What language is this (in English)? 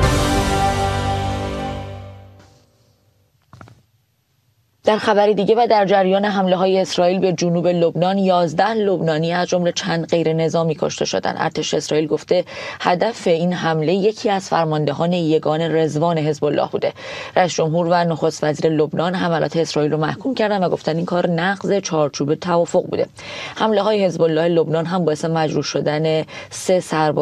Persian